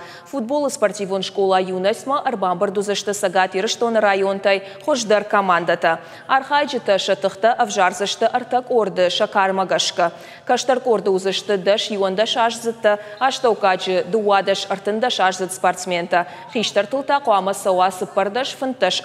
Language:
Ossetic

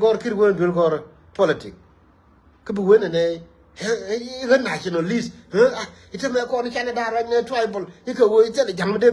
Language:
Nuer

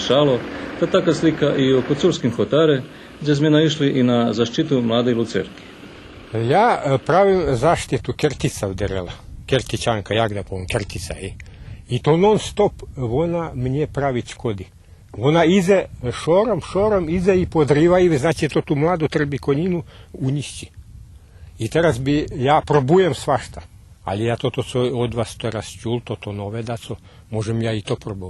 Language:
Rusyn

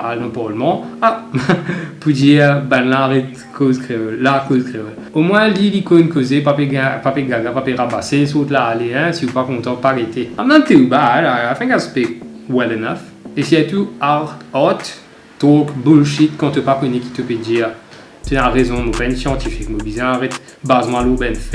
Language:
Morisyen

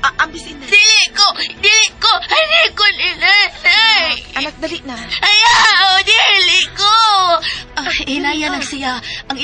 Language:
Cebuano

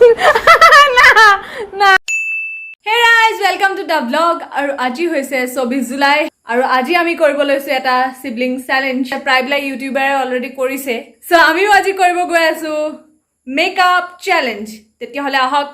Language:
Assamese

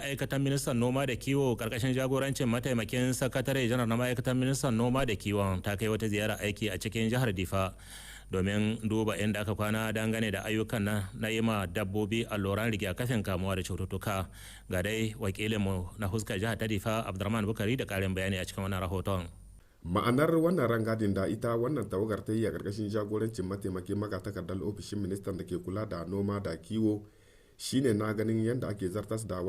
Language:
Hausa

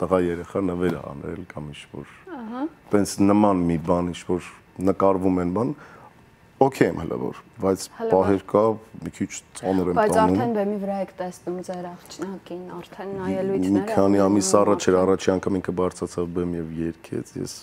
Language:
Armenian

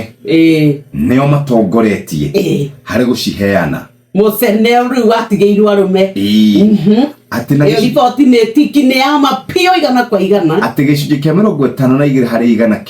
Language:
Kikuyu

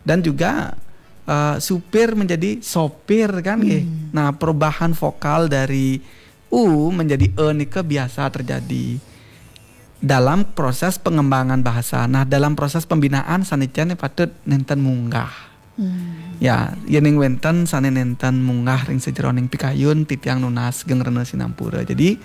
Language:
Balinese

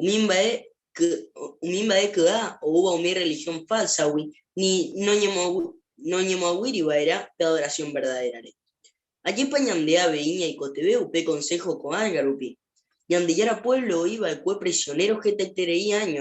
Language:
Guarani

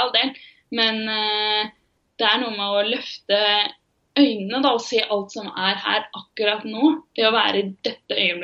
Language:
Norwegian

